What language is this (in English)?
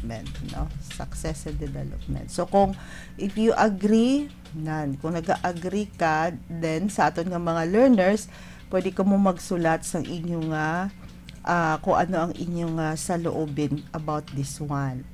Hiligaynon